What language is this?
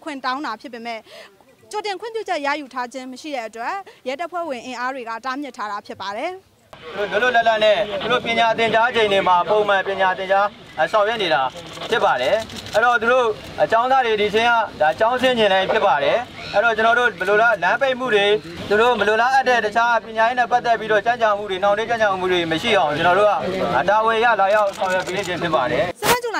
Burmese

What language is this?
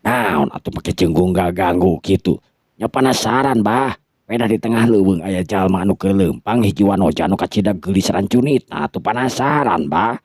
Sundanese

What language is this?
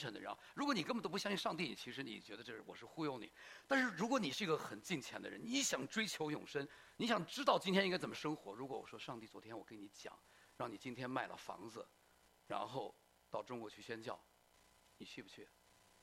Chinese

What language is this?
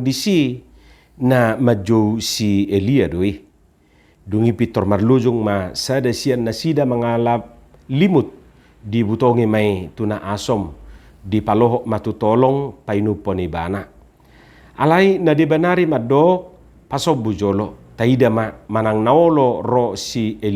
Batak Toba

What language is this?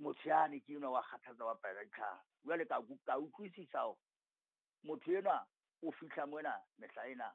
Southern Sotho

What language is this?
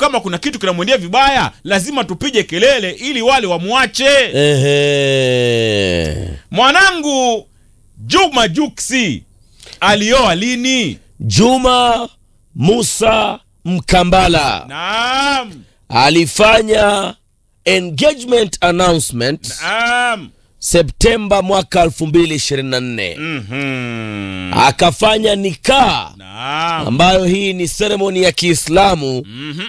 Swahili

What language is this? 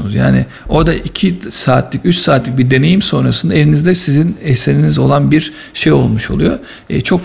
Turkish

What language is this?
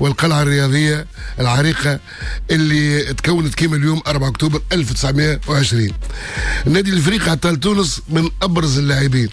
Tunisian Arabic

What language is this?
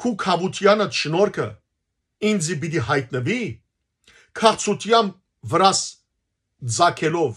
Western Armenian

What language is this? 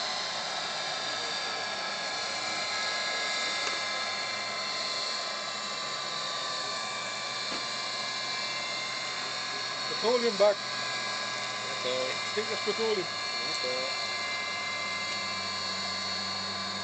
Dutch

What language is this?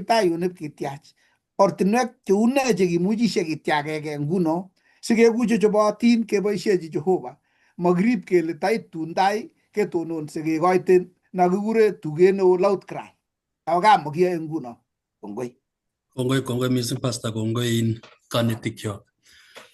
Kalenjin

